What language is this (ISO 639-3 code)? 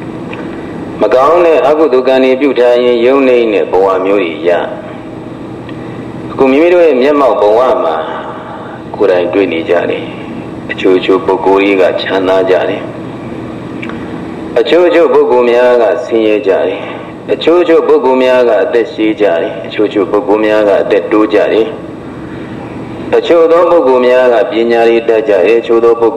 mya